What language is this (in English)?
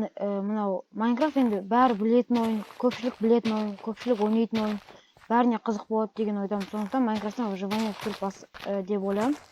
Kazakh